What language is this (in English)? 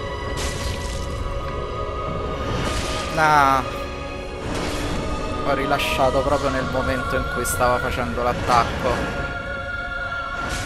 Italian